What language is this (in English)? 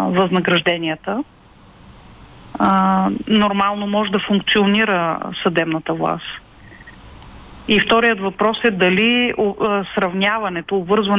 Bulgarian